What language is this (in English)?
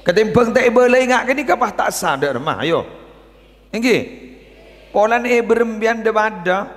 Madurese